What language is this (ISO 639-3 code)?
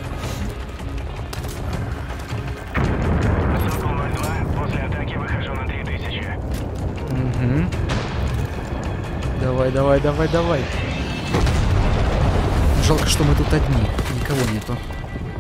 rus